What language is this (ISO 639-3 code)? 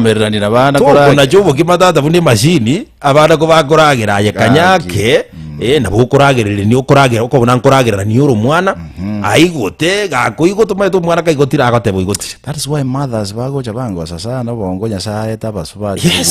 guz